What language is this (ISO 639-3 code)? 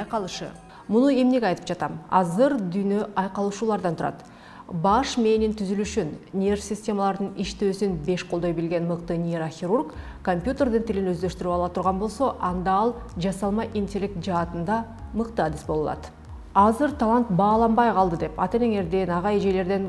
kir